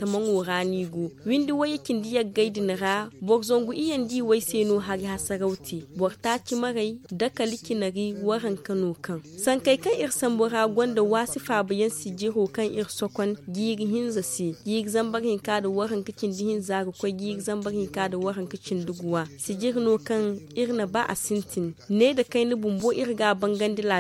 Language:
Zarma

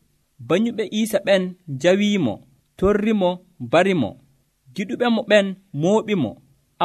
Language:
Nigerian Fulfulde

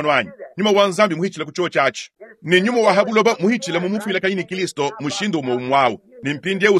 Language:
Luba-Lulua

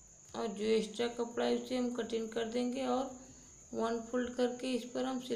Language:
Hindi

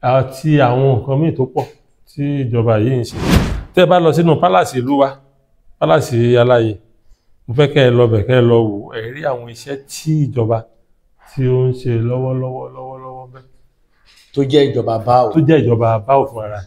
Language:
Yoruba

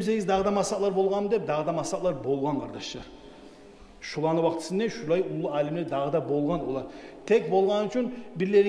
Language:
Kumyk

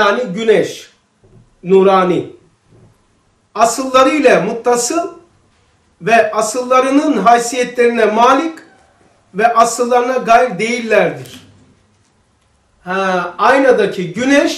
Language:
Turkish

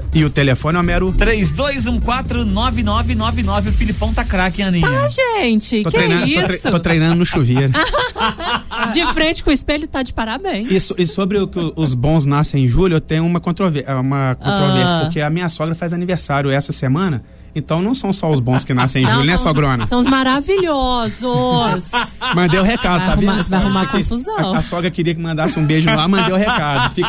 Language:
Portuguese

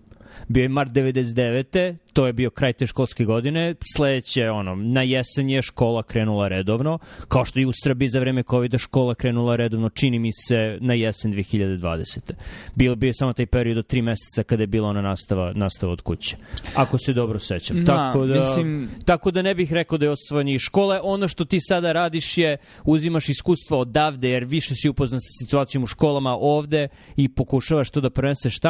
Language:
Serbian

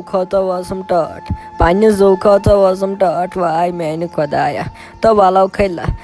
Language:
Kashmiri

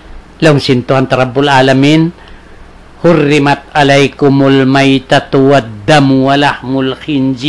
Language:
Tausug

